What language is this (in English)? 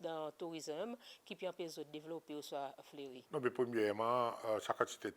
Seselwa Creole French